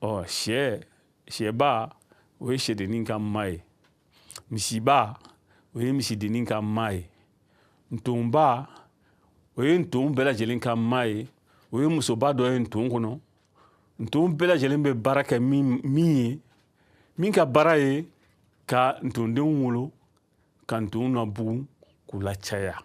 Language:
Bambara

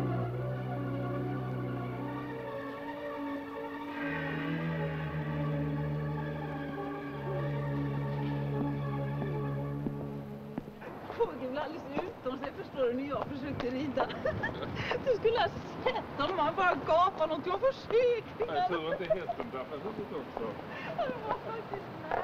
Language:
Swedish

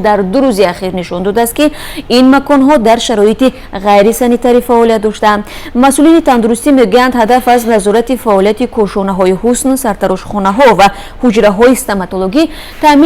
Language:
Tajik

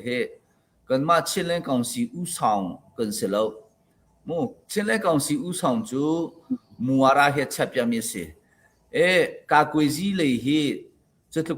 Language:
Hakha Chin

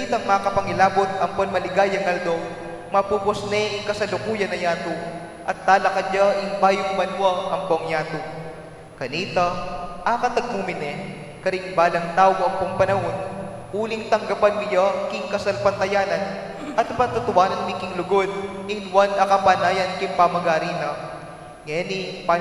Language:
Pampanga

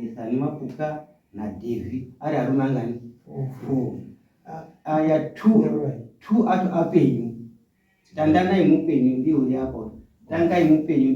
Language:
Shona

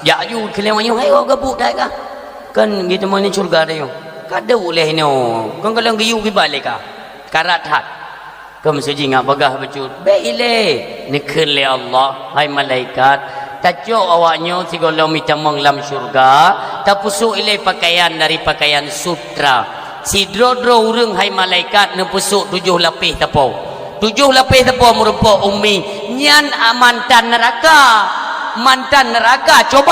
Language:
Achinese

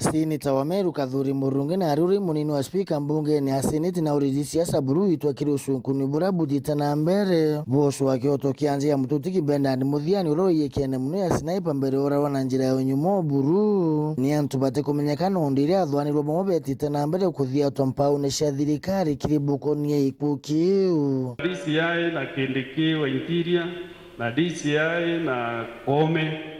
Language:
Meru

